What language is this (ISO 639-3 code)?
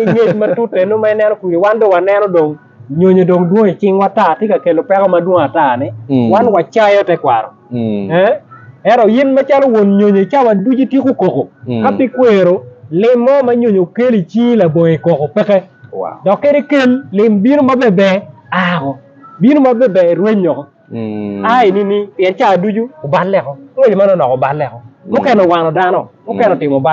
ach